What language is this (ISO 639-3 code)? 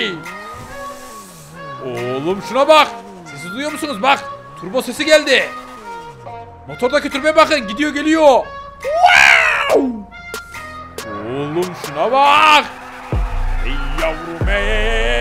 tur